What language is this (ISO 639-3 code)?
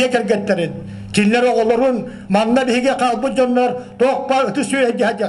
sah